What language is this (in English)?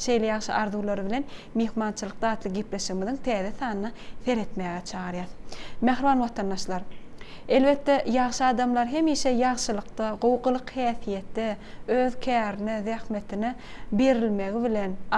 Turkmen